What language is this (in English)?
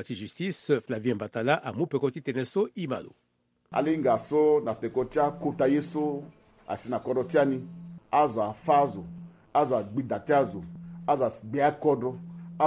Sango